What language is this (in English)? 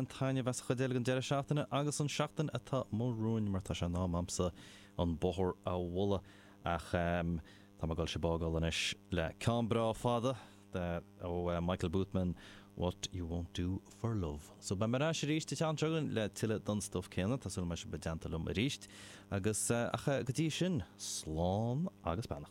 Irish